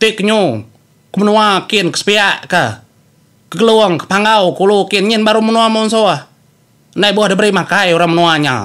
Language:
Iban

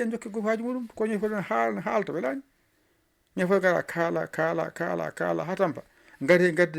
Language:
Fula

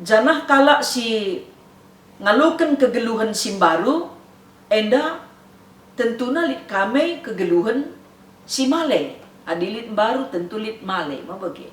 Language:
Batak Karo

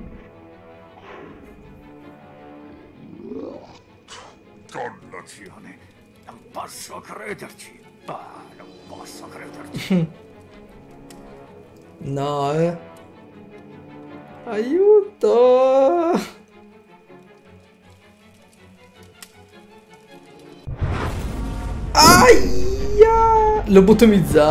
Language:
Italian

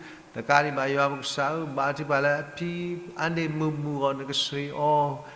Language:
S'gaw Karen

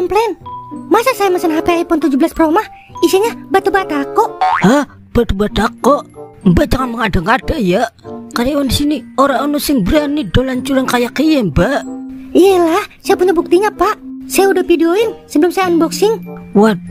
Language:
Betawi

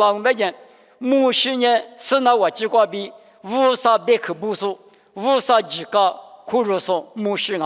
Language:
Lisu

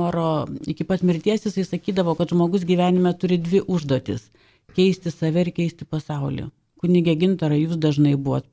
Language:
Lithuanian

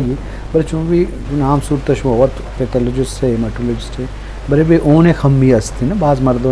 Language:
Eastern Balochi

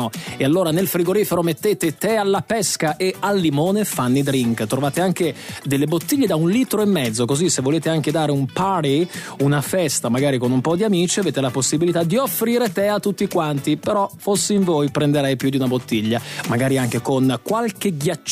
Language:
Italian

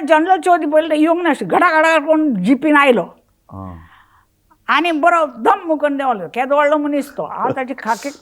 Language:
Konkani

